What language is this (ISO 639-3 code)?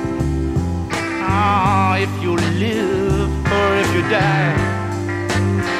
ell